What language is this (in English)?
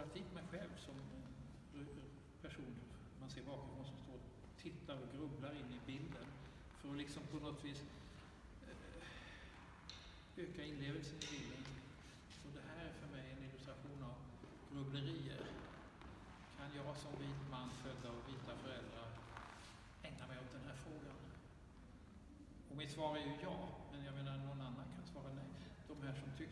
Swedish